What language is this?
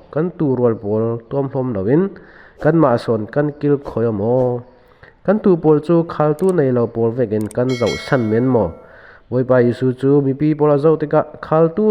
Falam Chin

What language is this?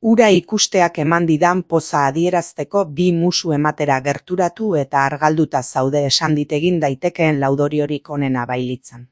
Basque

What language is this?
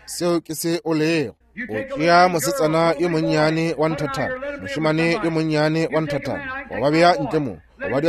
Northern Sotho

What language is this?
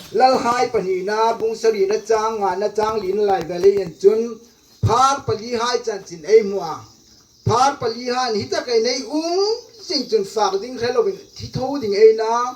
Hmar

